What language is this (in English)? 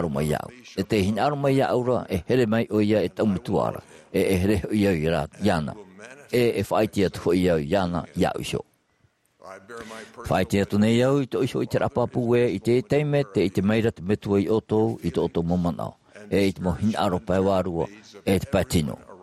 Tahitian